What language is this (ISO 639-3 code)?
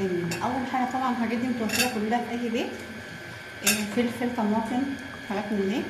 arz